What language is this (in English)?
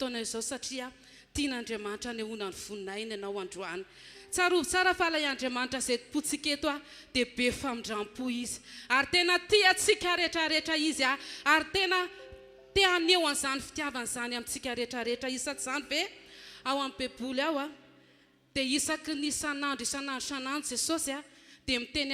Malagasy